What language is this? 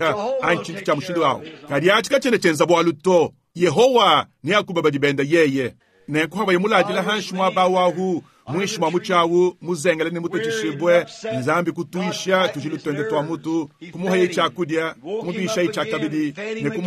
Luba-Lulua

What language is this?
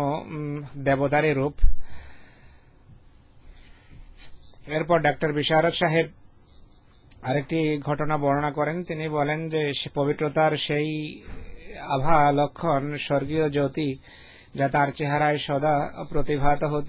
Bangla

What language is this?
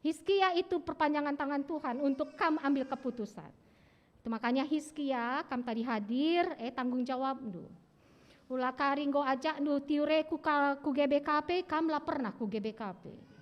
Batak Karo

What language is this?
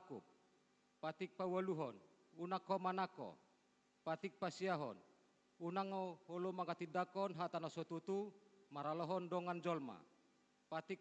Batak Toba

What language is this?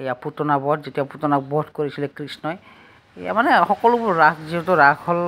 Assamese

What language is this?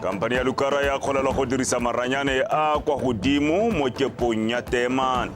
Tswana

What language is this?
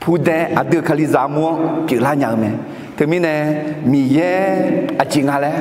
Akha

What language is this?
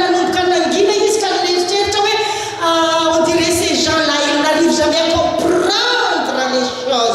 Malagasy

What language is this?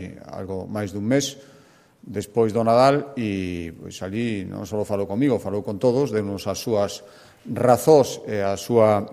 Galician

